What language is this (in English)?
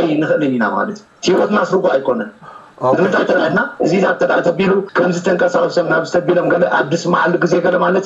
Tigrinya